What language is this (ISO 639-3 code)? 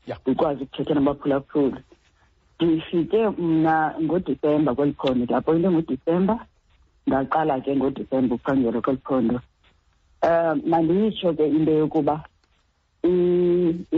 xho